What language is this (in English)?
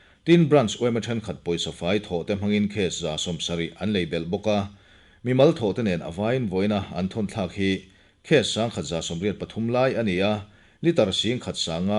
Mizo